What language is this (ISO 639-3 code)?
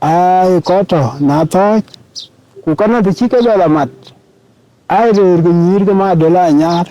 din